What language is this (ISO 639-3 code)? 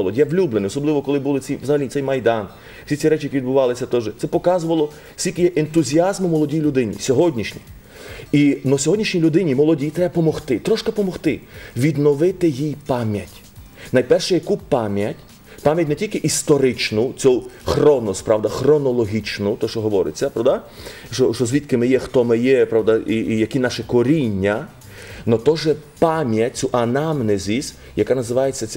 ukr